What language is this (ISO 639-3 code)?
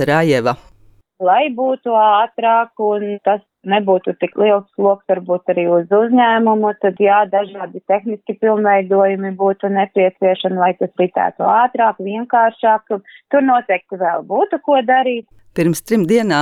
lav